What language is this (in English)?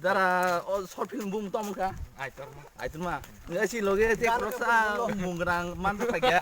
Kok Borok